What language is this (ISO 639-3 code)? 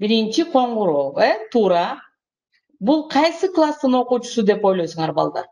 kir